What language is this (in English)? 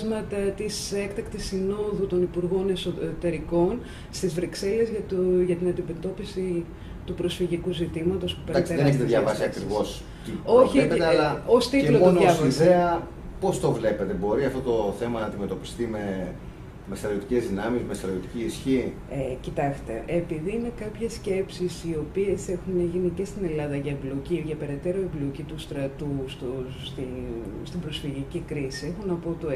Greek